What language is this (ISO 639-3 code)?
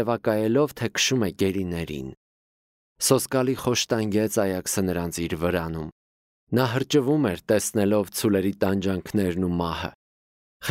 hye